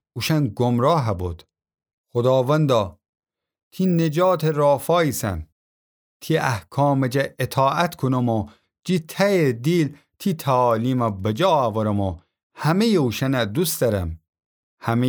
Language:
Gilaki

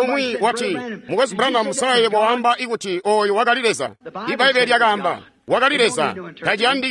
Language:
Tonga (Zambia)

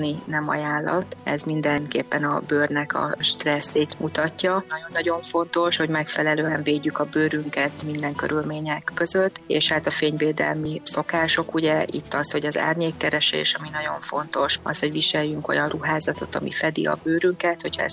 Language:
Hungarian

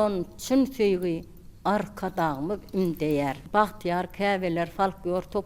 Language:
Turkmen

